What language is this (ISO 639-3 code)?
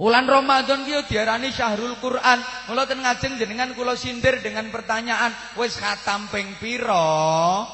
jav